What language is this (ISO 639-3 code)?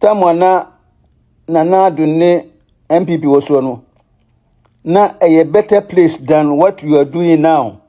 aka